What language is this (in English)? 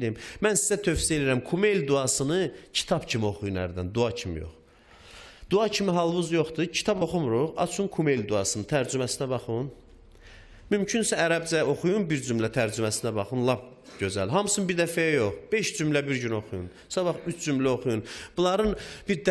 Azerbaijani